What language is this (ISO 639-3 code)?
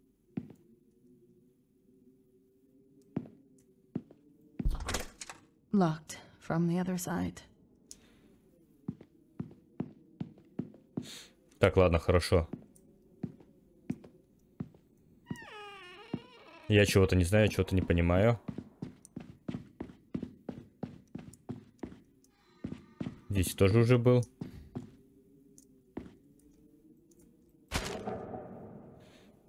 rus